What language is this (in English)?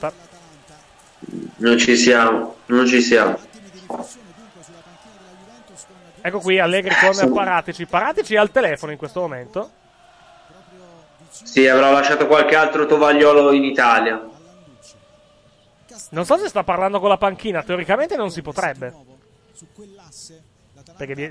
Italian